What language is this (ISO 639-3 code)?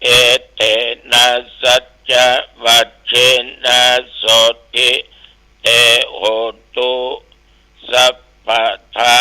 pli